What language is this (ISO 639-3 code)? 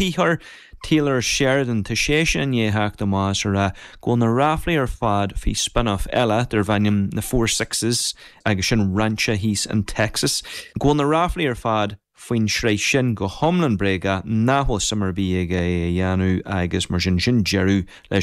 gle